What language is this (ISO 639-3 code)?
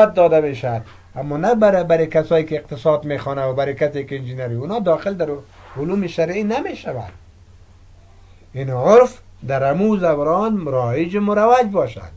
fas